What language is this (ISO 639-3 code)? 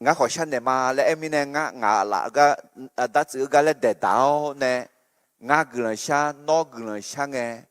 ahk